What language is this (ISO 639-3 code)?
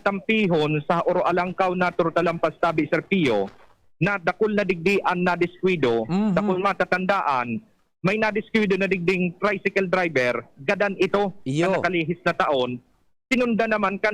bik